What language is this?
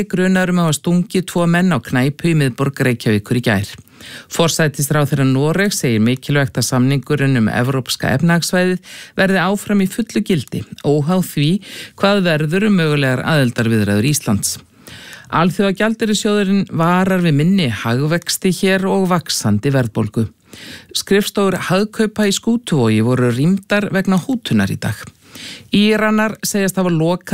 Icelandic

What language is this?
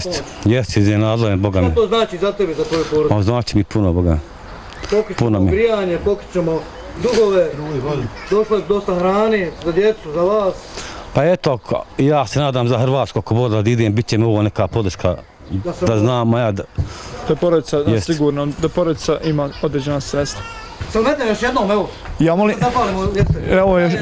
Bosnian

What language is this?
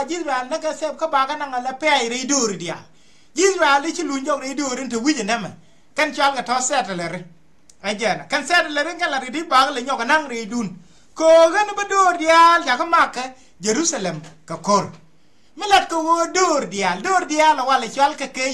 Nuer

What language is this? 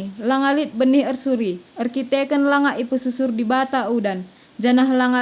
Batak Karo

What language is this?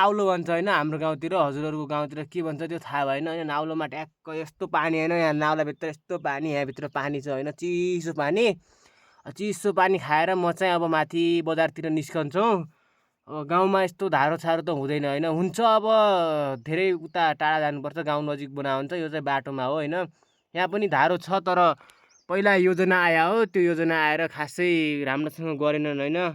Nepali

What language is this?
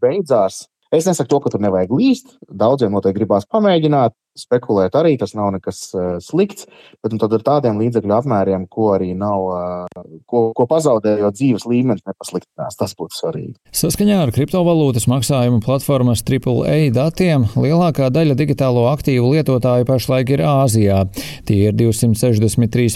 Latvian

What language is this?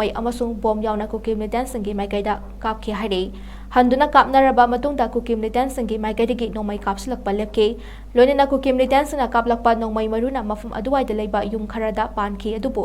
Manipuri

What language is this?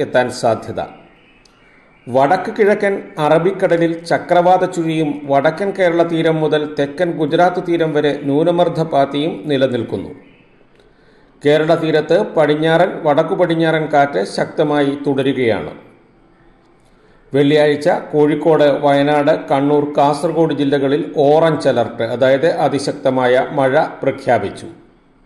Malayalam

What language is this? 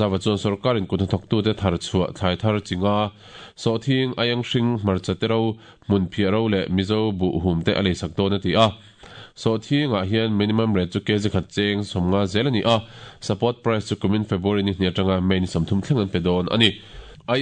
Mizo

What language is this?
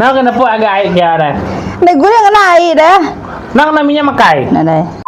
Iban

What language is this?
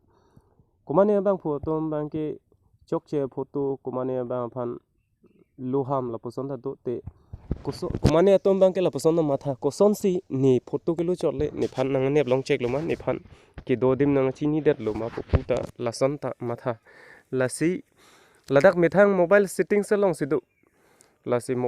Karbi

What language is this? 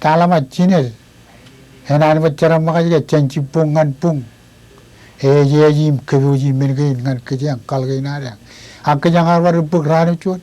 Marshallese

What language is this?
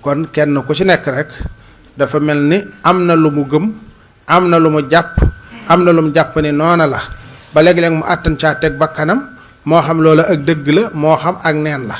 Wolof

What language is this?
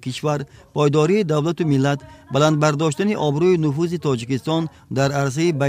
Tajik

